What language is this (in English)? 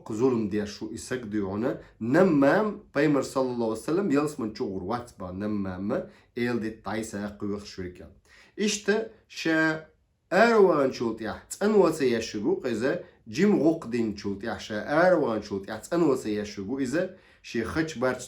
Chechen